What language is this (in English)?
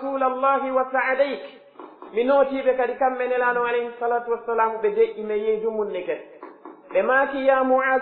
Pular